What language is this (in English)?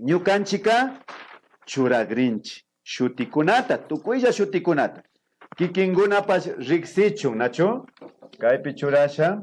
Imbabura Highland Quichua